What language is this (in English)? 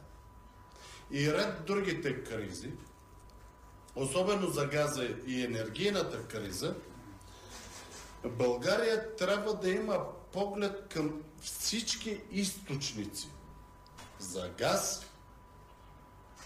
Bulgarian